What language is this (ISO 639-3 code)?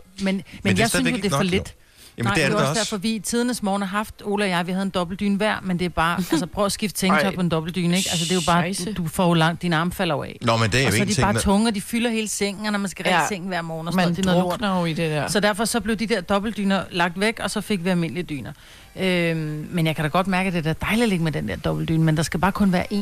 dan